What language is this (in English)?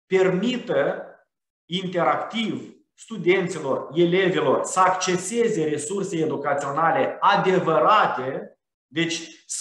Romanian